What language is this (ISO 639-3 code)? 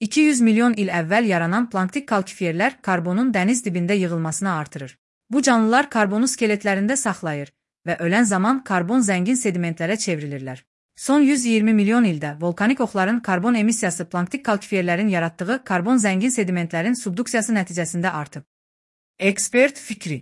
aze